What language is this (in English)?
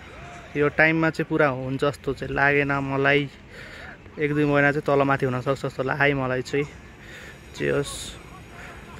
Nepali